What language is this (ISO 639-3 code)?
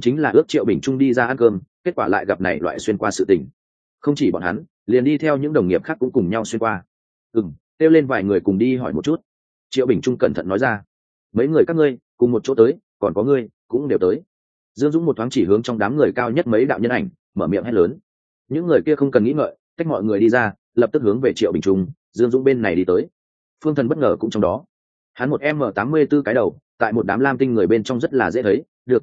vie